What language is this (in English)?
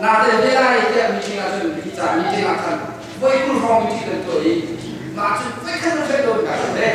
Hakha Chin